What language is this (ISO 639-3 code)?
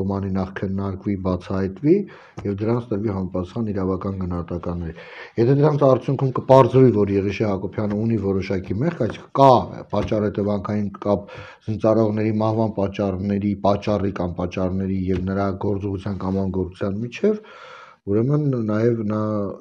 hye